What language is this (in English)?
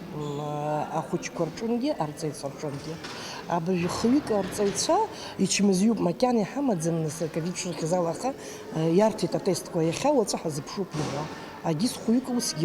Abkhazian